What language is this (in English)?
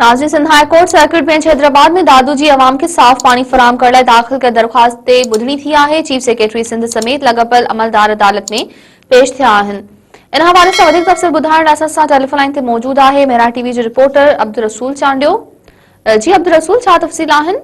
Sindhi